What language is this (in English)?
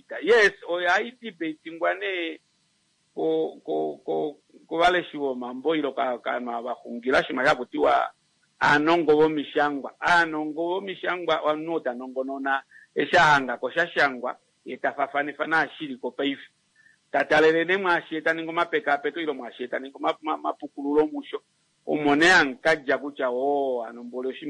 Kuanyama